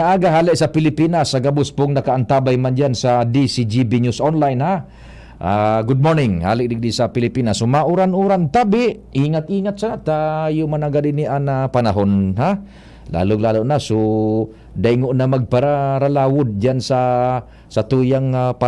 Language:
Bikol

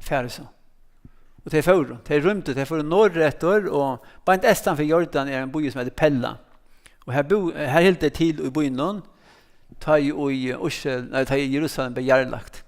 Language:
Faroese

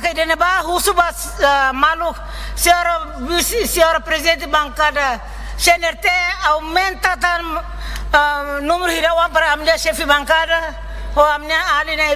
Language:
Tetum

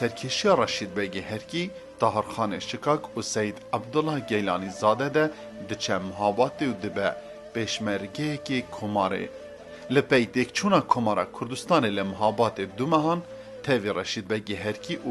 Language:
Kurdish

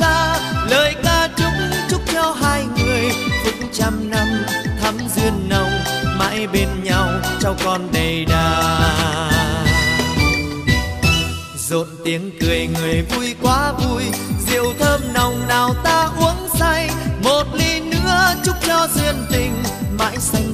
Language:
Vietnamese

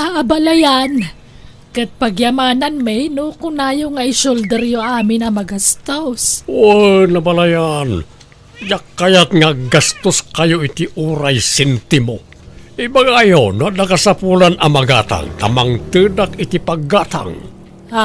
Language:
Iloko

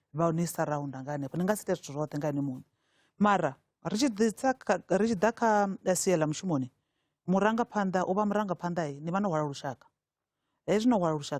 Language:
Venda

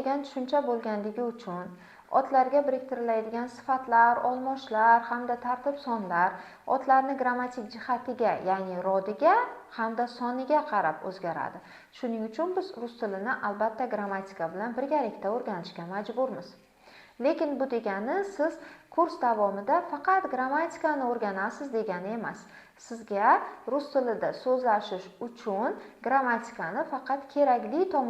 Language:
Uzbek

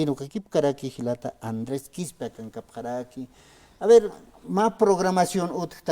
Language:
Aymara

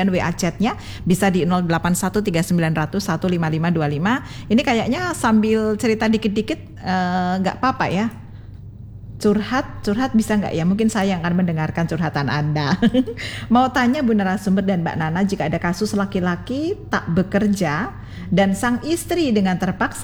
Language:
Indonesian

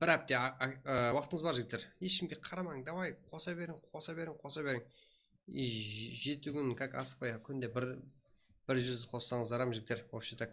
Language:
Kara-Kalpak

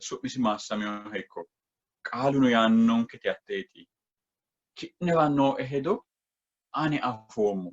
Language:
Sidamo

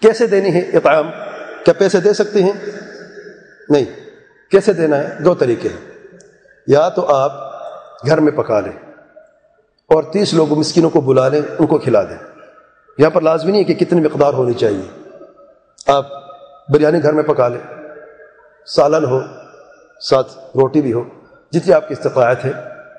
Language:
Urdu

